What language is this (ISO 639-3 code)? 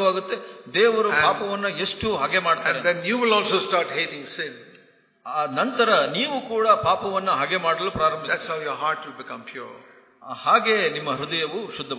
kan